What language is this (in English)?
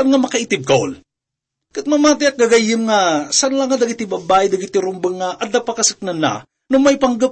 Iloko